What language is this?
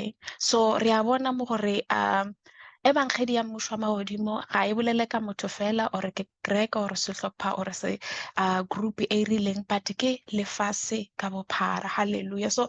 Northern Sotho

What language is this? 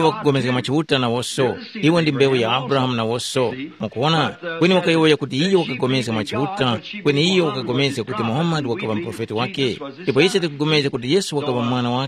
Tumbuka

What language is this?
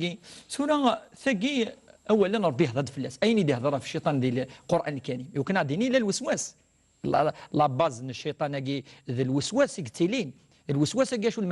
Kabyle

